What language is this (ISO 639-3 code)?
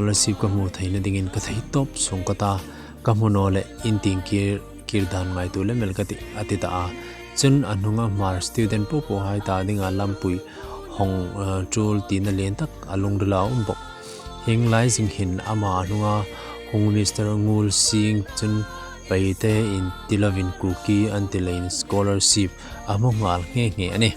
hmr